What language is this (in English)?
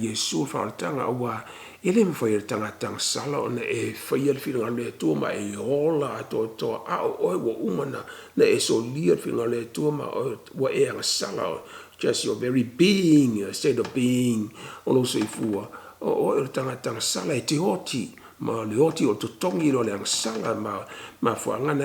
Samoan